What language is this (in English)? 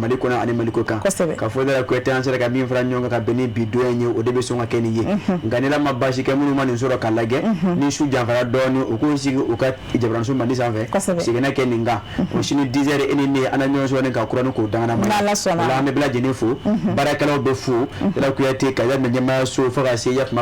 Bambara